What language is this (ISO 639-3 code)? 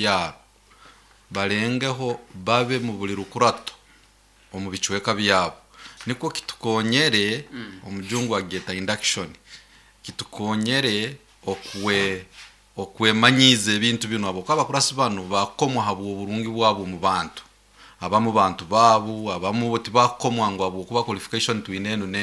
nyo